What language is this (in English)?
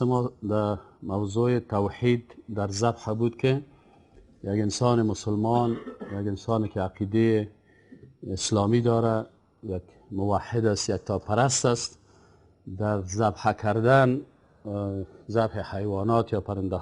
Persian